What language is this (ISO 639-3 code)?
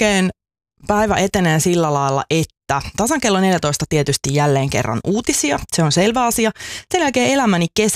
fin